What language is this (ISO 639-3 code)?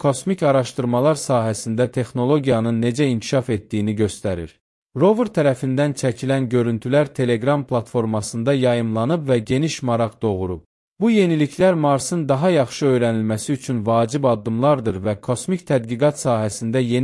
aze